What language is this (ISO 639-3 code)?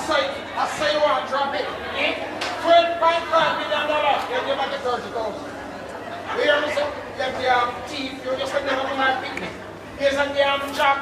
jam